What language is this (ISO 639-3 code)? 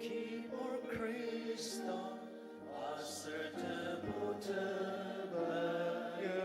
njo